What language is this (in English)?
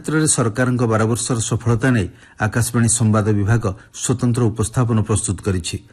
Odia